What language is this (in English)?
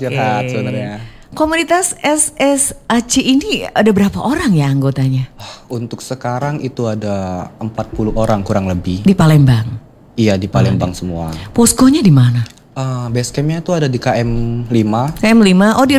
Indonesian